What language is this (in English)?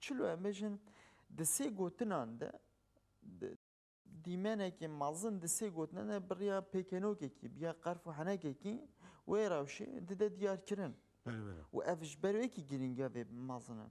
Kurdish